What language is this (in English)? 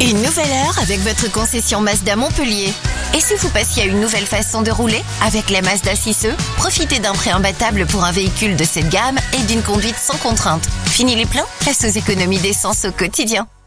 French